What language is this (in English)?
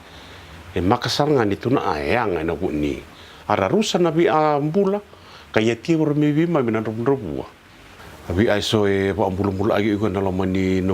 Fijian